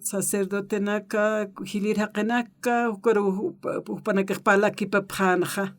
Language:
Aymara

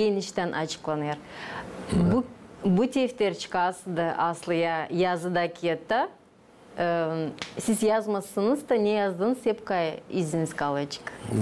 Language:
Gagauz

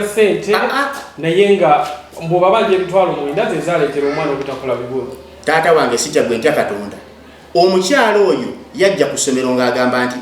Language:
Ganda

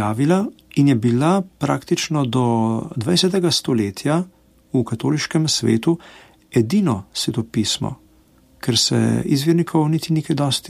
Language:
Slovenian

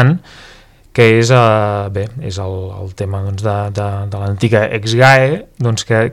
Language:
Catalan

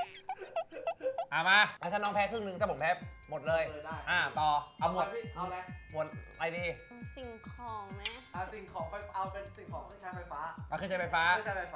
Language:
Thai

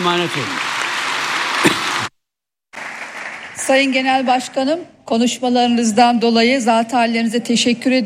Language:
Turkish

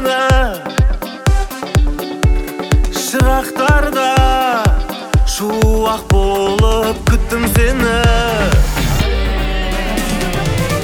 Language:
Kazakh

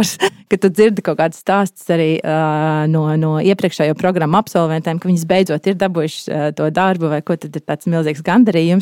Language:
Latvian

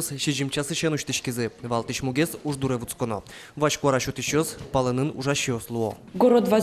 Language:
Udmurt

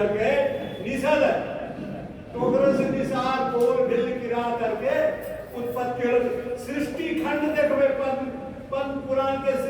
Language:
Angika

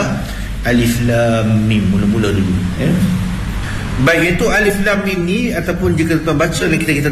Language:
Malay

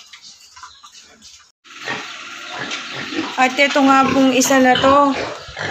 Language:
Filipino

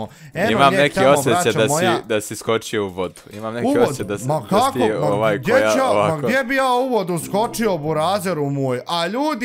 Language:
Bosnian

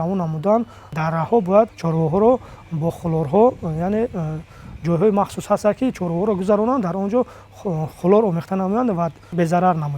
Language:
Tajik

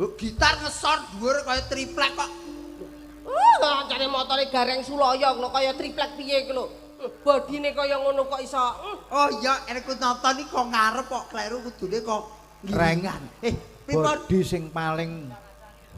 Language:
Javanese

